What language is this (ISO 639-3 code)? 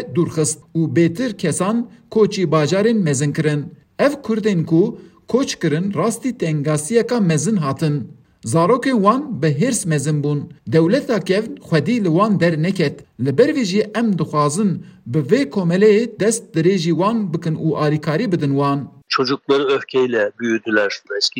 kur